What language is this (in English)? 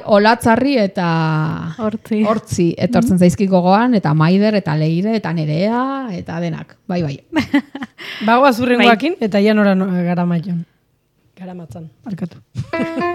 Basque